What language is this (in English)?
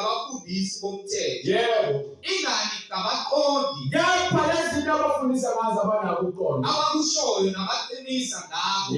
Zulu